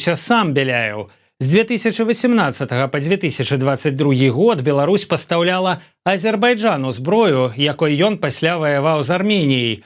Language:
Belarusian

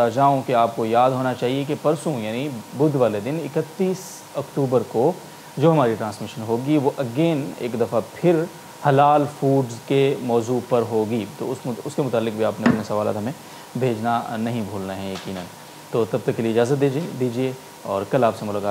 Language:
Urdu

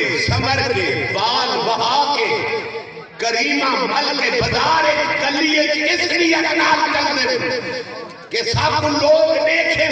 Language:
Saraiki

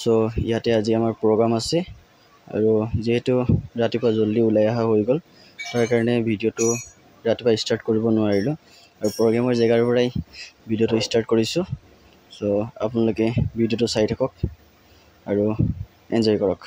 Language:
Assamese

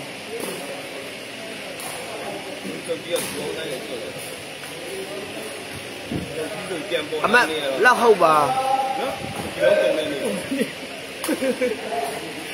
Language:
Burmese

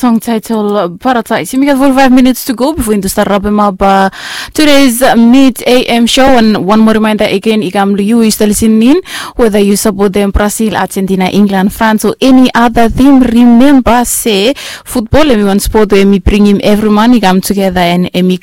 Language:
Bislama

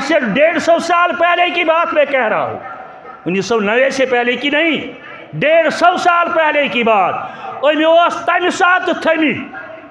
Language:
Kashmiri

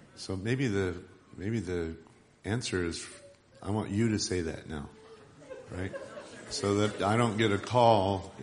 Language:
English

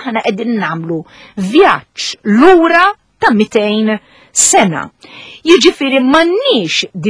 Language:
Maltese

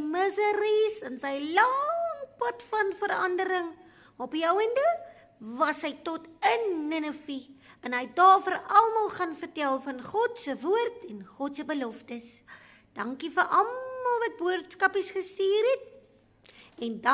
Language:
Afrikaans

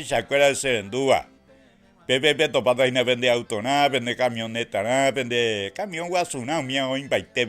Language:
Guarani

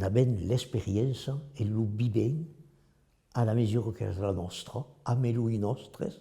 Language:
Occitan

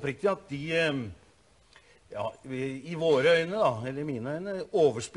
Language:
Norwegian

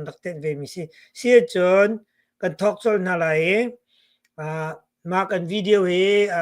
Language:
Hakha Chin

